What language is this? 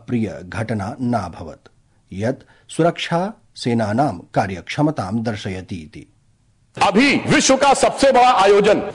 Sanskrit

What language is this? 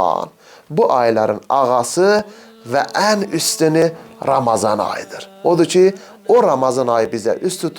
Azerbaijani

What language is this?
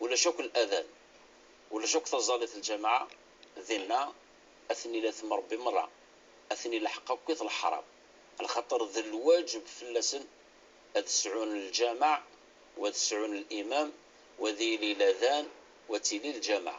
Kabyle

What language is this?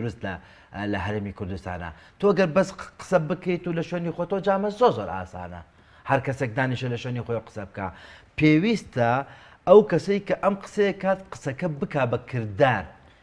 Central Kurdish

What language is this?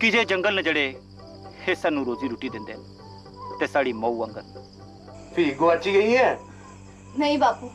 Dogri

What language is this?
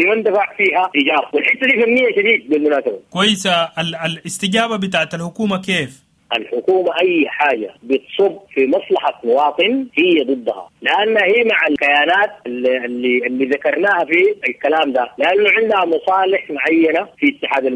Sudanese Arabic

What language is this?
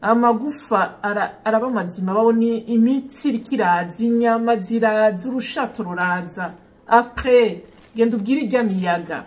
Rundi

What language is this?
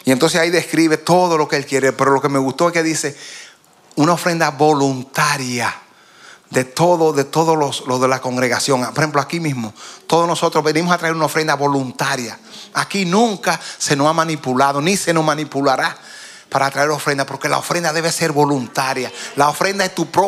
Spanish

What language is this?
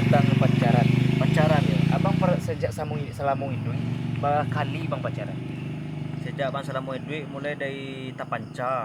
Minangkabau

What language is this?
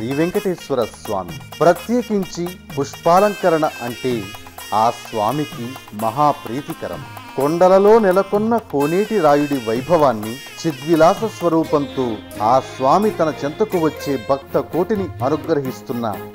Telugu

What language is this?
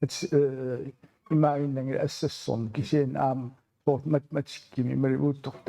Kalaallisut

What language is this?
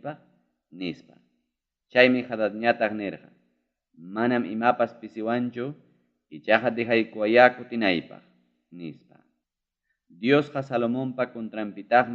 Ayacucho Quechua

